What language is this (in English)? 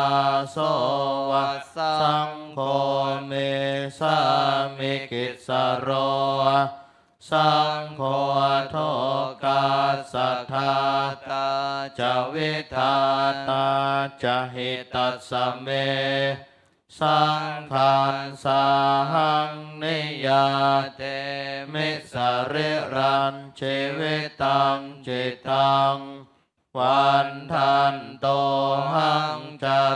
Pali